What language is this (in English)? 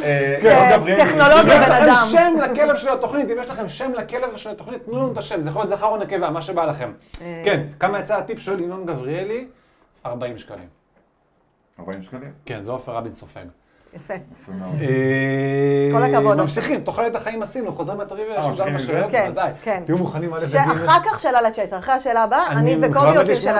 Hebrew